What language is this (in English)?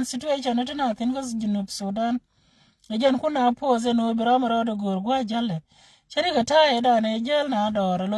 Nuer